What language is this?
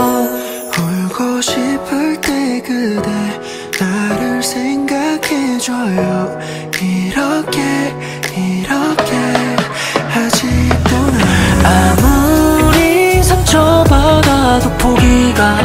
Korean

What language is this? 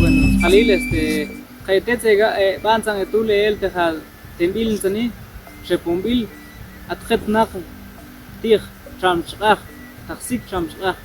Tektiteko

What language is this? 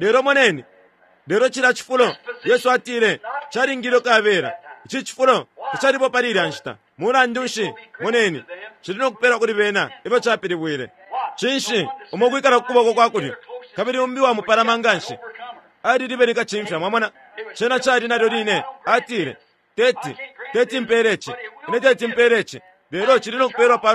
Bemba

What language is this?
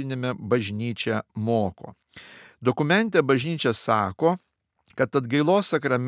Lithuanian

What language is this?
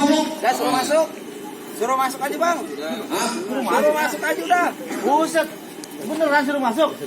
Betawi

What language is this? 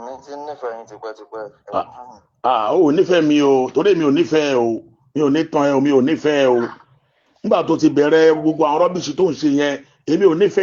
Yoruba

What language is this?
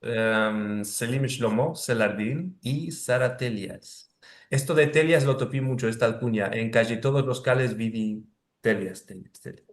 Ladino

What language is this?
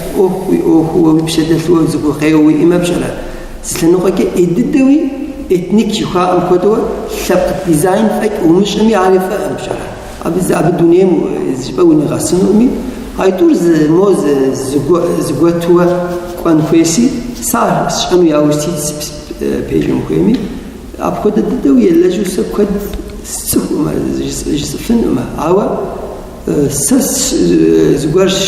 Kabardian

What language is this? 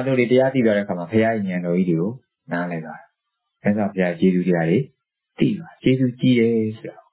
Burmese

